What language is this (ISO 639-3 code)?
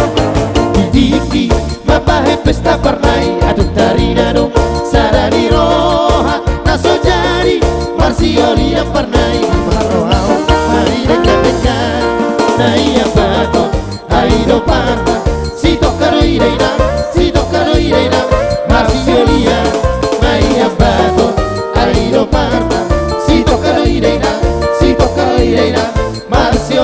bbc